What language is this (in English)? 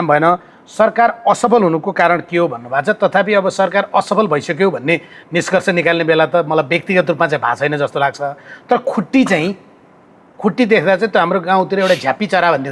Nepali